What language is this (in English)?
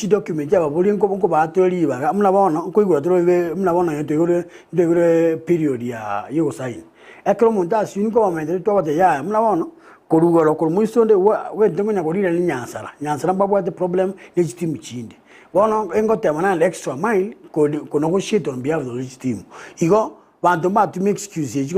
Gusii